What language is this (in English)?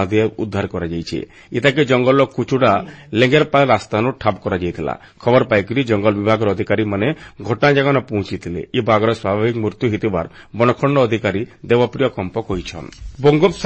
Odia